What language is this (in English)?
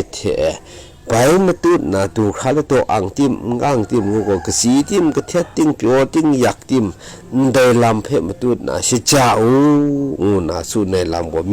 Kachin